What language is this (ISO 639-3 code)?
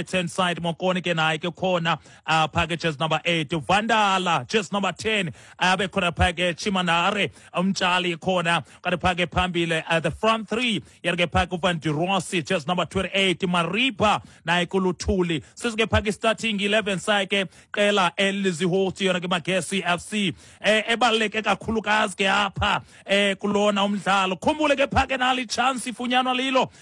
xho